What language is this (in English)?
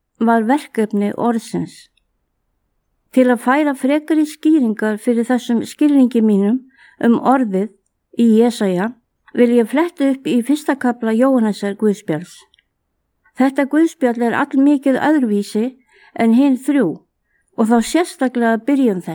Icelandic